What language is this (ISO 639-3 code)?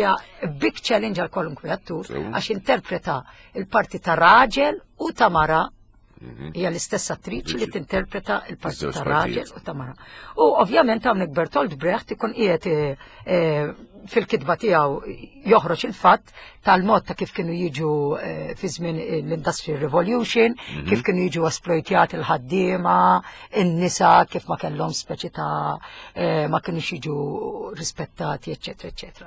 mlt